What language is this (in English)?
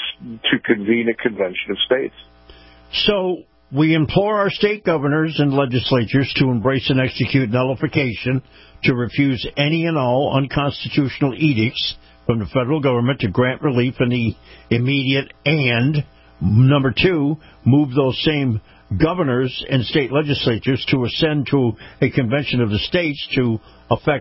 English